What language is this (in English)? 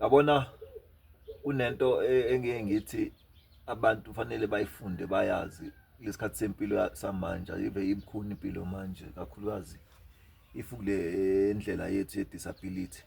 Zulu